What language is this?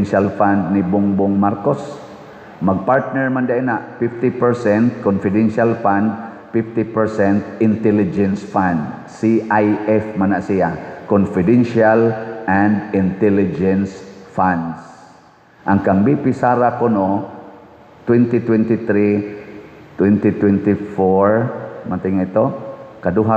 Cebuano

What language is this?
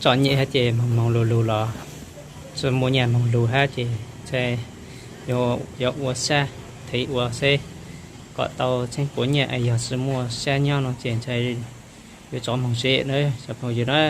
Hmong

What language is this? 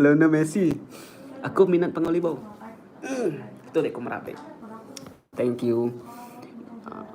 Iban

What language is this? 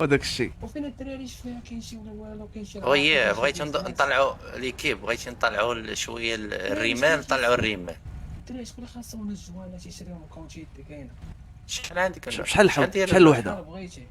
Moroccan Arabic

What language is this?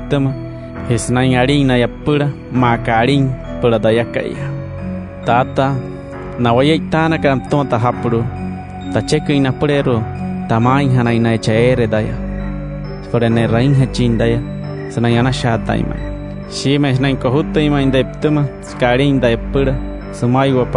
Wayuu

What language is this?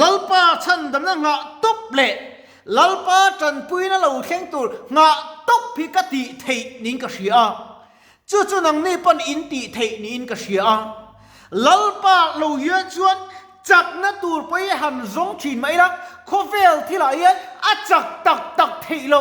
Mizo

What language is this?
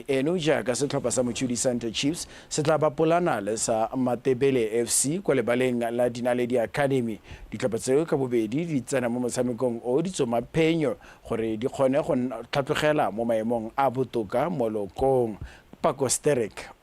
Tswana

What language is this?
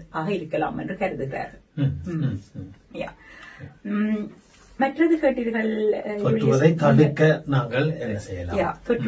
Tamil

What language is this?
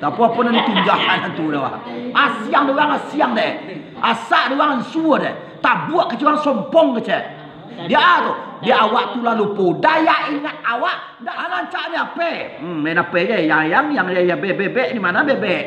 Minangkabau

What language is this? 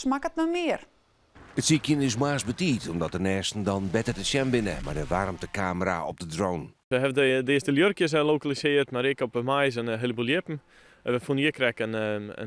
Western Frisian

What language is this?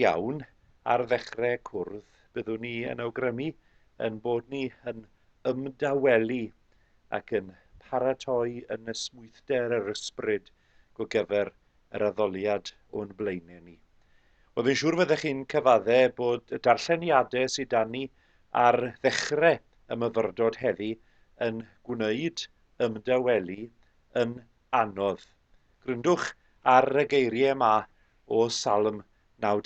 Welsh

